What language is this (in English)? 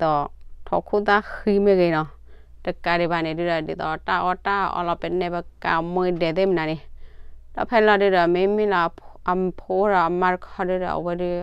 S'gaw Karen